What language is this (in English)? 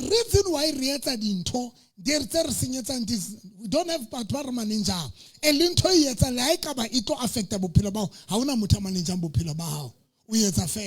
Southern Sotho